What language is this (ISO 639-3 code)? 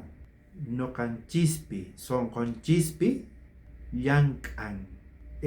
quh